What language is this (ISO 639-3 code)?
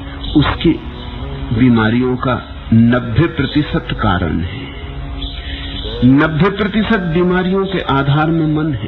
hin